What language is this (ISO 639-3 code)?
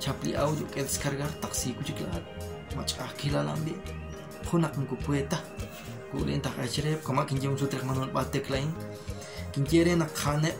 kek